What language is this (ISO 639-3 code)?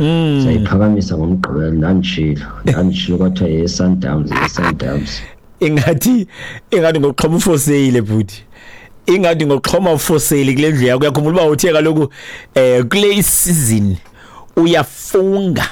xho